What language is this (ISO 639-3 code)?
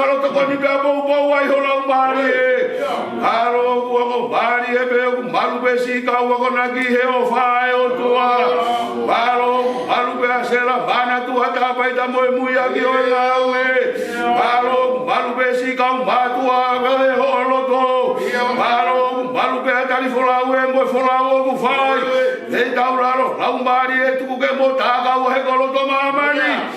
ton